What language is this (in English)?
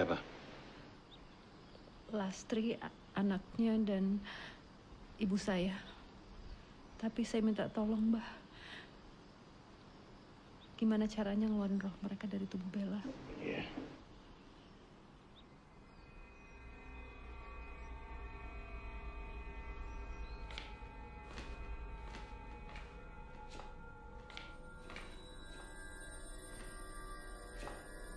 Indonesian